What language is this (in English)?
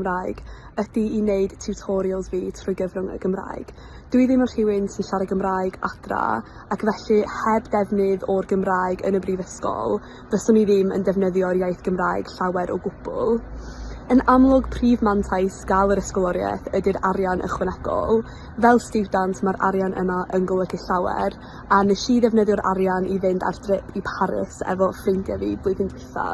Welsh